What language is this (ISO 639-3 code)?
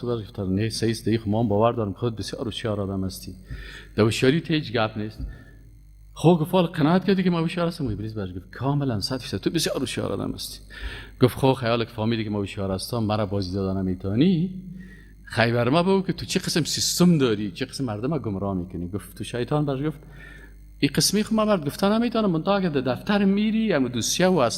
fas